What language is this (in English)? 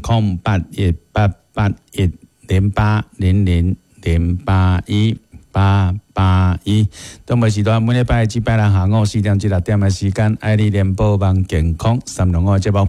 Min Nan Chinese